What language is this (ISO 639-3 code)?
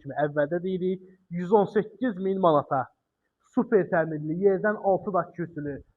aze